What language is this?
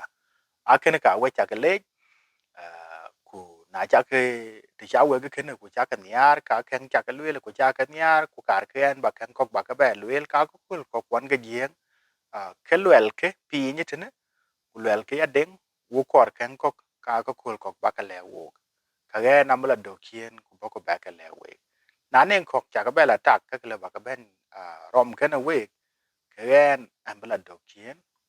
Dinka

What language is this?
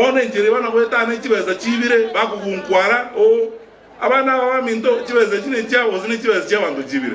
Gusii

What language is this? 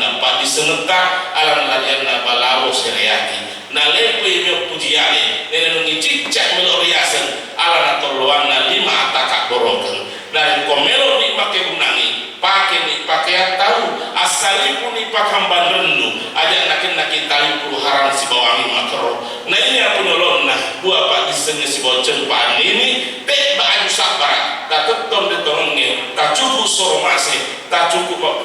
Buginese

